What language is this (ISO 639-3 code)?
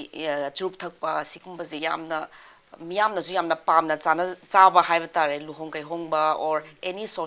mni